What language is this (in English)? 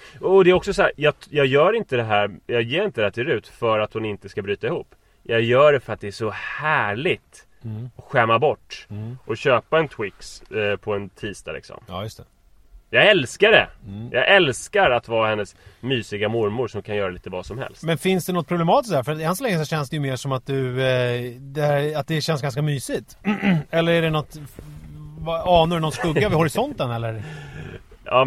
Swedish